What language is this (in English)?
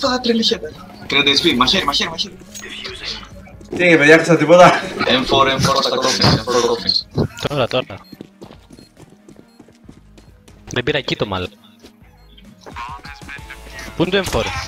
Greek